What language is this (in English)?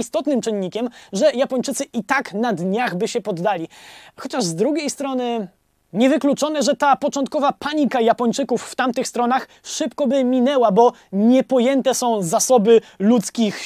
Polish